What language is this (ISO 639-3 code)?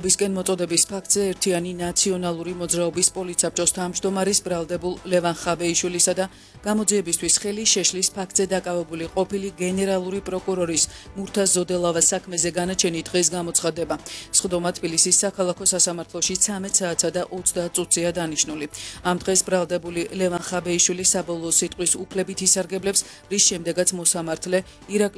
kat